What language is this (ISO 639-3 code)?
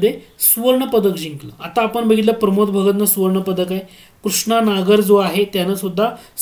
mar